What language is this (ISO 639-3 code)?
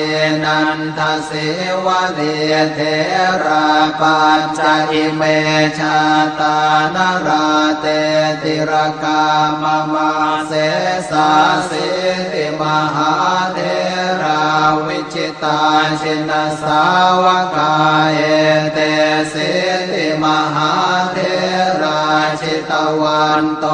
pli